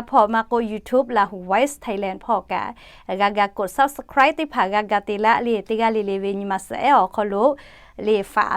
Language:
Lahu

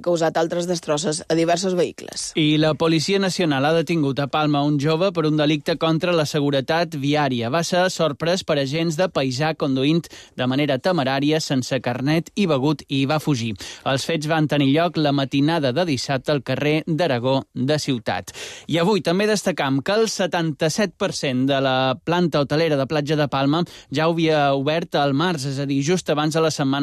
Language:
Catalan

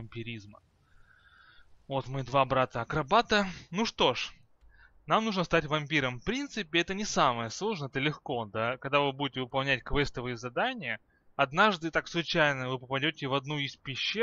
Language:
Russian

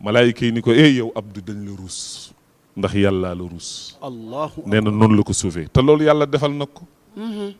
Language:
Wolof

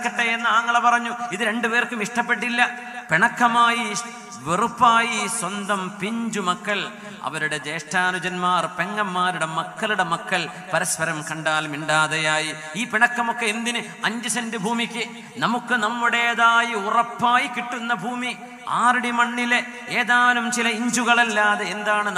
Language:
Malayalam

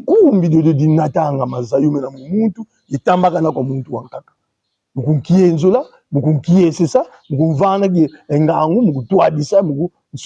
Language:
Kongo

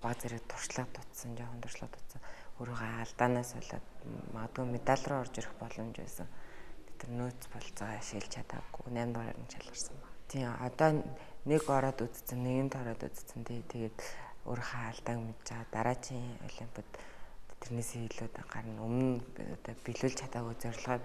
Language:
Mongolian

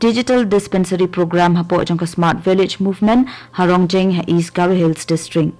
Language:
Khasi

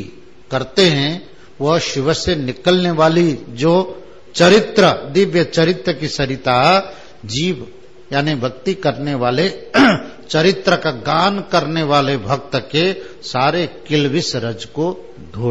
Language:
Hindi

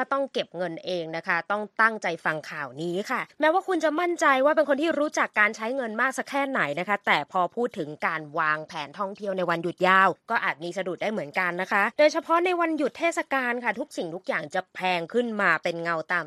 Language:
Thai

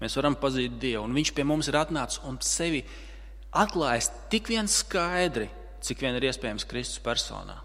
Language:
Latvian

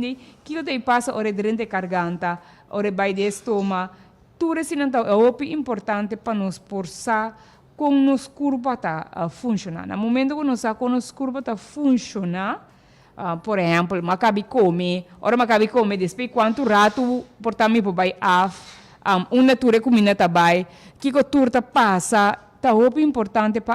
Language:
Papiamento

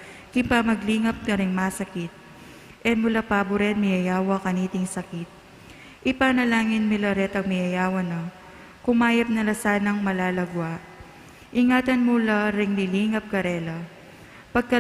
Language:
Pampanga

